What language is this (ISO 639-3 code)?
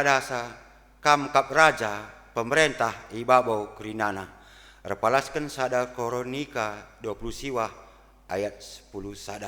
btx